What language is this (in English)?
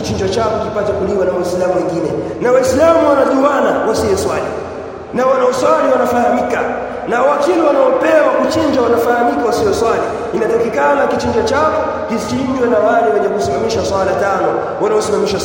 Swahili